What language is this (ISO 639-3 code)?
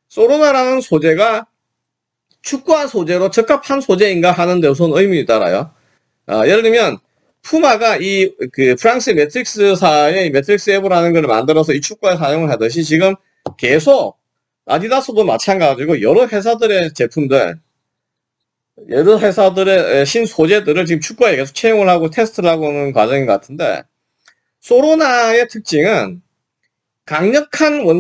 kor